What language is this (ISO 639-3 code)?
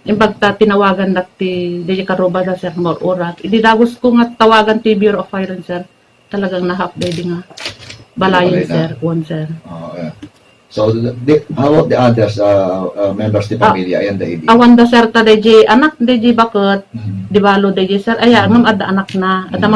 ilo